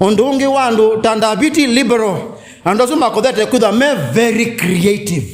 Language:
Kamba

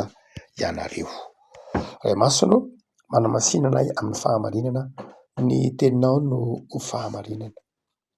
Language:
Malagasy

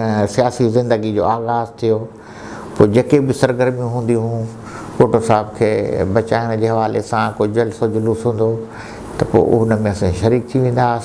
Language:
Sindhi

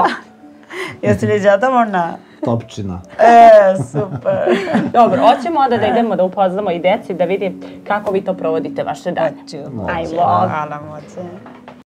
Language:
Serbian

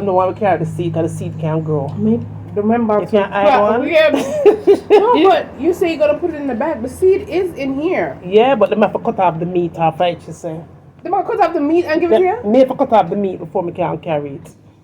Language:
Jamaican Creole English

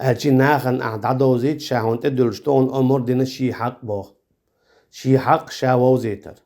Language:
Chechen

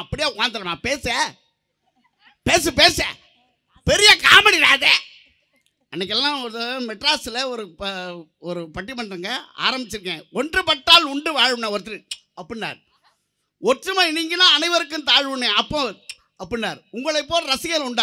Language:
Tamil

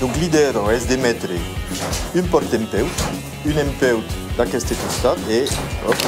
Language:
Occitan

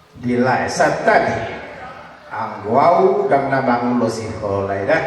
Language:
Batak Toba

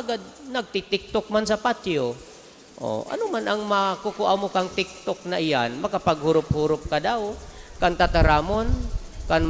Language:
Bikol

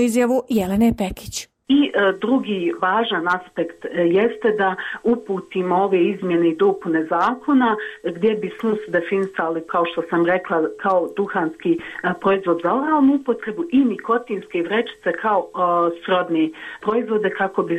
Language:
Bosnian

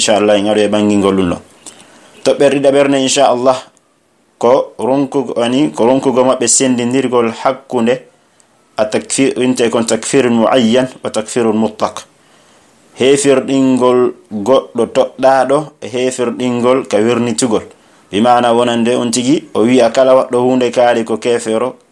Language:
Pular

